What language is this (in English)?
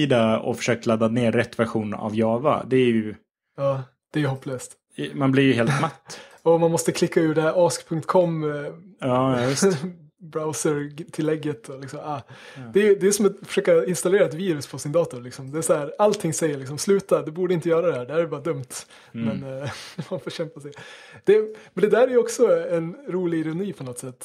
Swedish